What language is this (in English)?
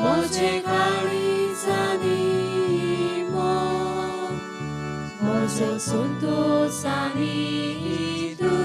Konkani